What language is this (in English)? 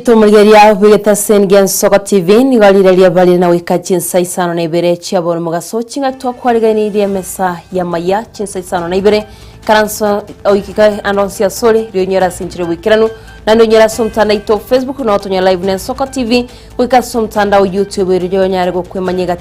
Gusii